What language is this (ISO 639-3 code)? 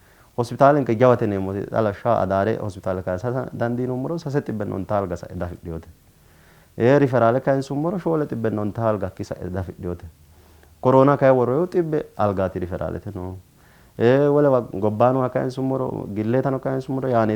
sid